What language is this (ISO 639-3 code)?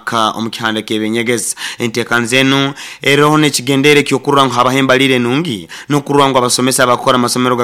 nyn